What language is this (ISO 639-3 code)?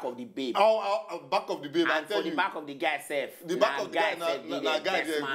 pcm